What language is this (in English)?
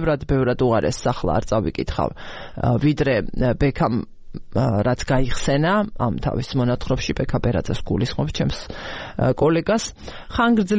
Georgian